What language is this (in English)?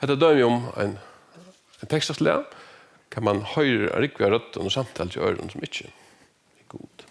Faroese